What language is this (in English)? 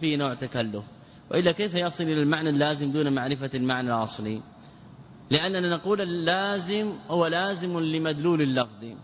Arabic